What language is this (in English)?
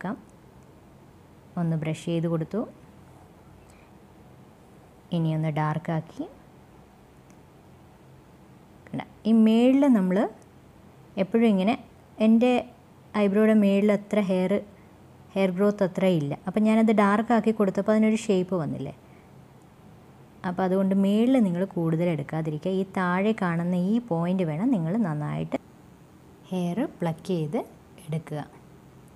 Malayalam